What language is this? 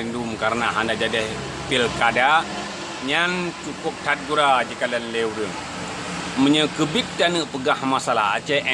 Achinese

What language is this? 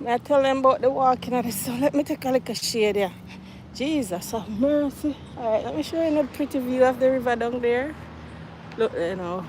Jamaican Creole English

